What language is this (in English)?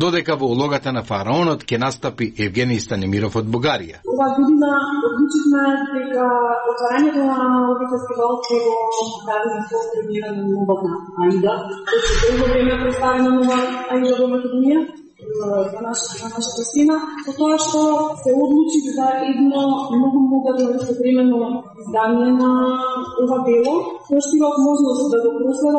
Macedonian